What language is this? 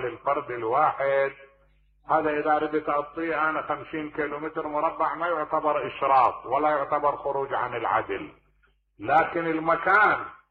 Mesopotamian Arabic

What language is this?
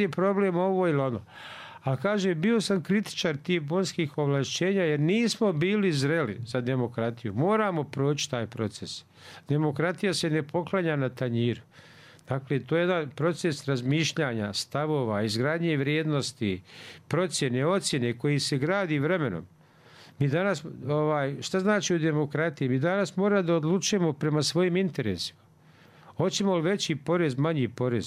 Bosnian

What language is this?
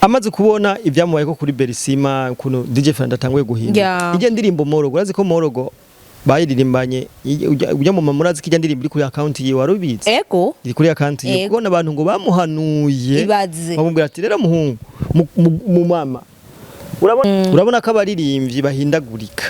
Rundi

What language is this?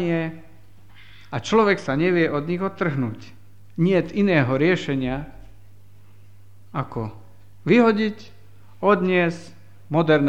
Slovak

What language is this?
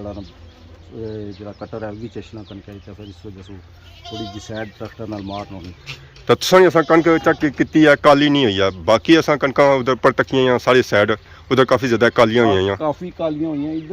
Pahari-Potwari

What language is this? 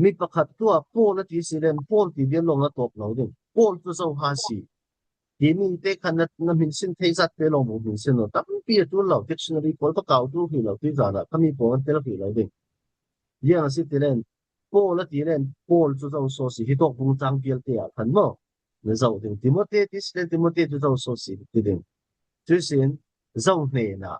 Falam Chin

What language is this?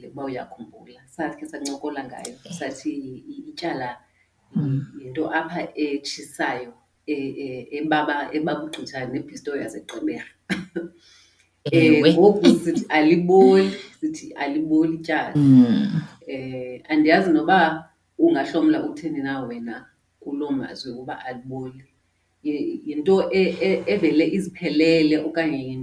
Xhosa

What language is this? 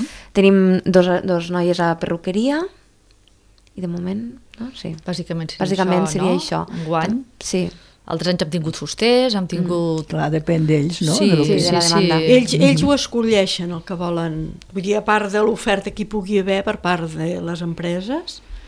Catalan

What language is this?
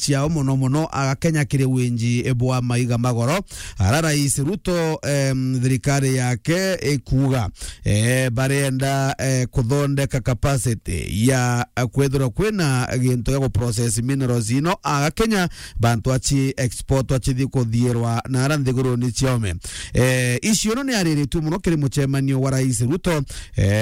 Meru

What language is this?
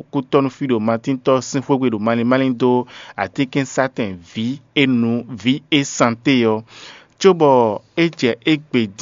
Fon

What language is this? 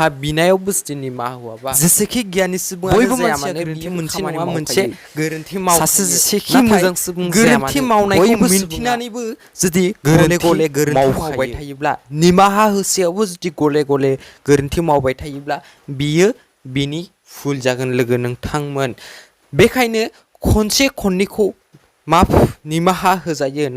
Bodo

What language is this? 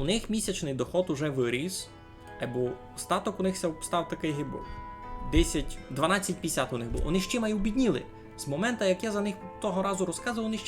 Rusyn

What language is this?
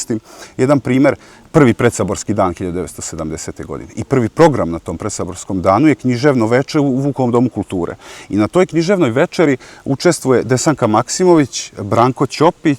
Serbian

